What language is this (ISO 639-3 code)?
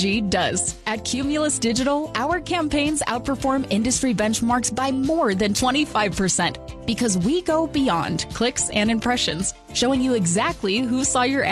eng